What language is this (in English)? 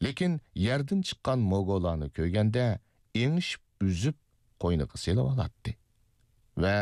Uyghur